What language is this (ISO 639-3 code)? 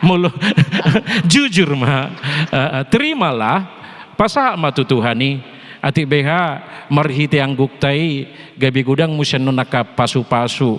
bbc